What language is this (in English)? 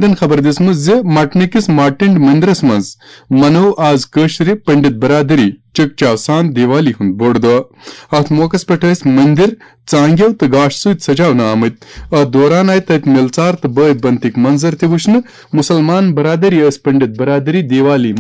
Kashmiri